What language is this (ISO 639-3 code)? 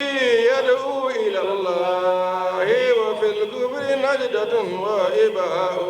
ful